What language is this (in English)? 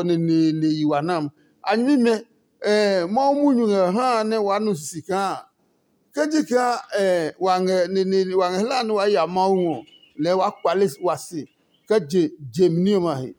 Adangme